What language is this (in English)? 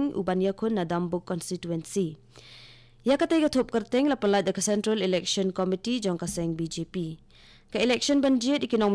Khasi